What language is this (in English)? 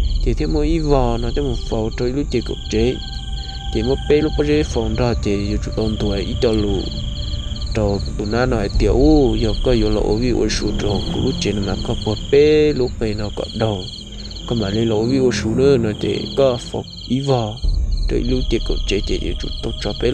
Hmong